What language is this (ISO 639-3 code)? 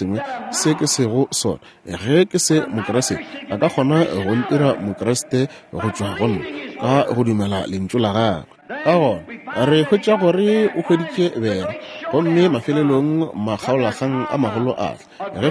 nso